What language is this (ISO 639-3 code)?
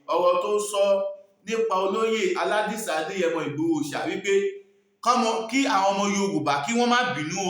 yor